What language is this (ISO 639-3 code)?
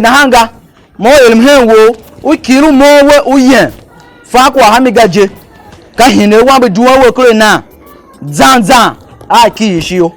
tiv